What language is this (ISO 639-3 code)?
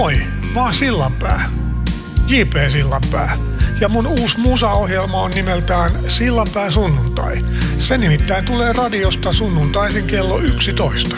fin